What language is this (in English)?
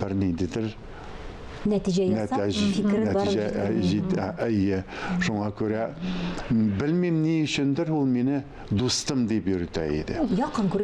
Tatar